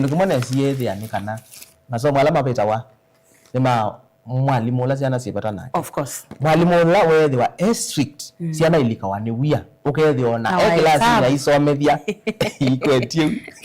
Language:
Kamba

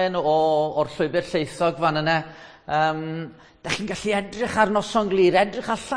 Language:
Welsh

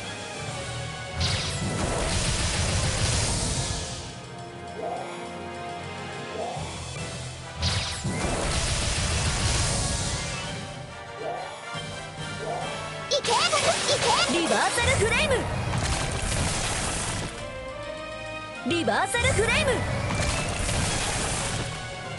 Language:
Japanese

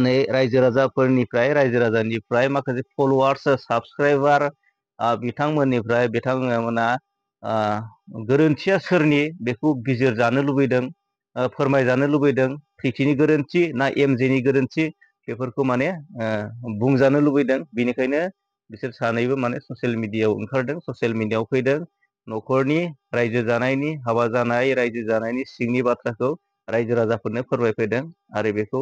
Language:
Bodo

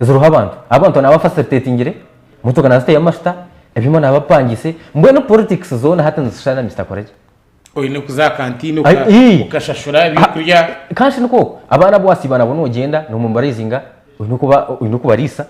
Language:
Nyankole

